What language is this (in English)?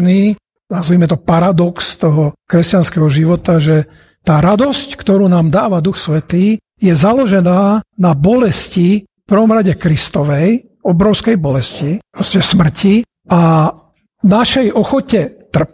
Slovak